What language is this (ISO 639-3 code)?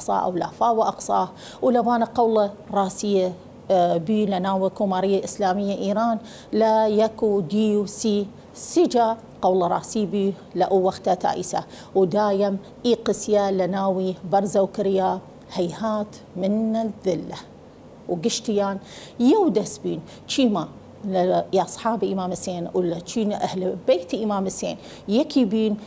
sdh